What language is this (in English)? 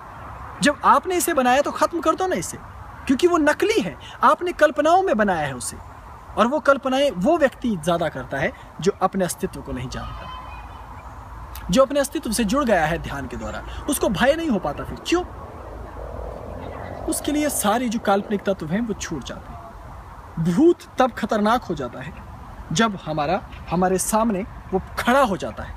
Hindi